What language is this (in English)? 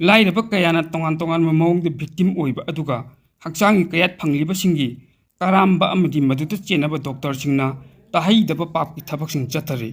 Manipuri